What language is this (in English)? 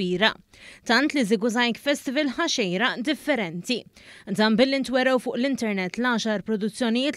Maltese